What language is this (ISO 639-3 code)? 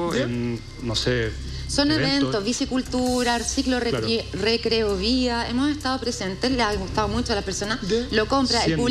spa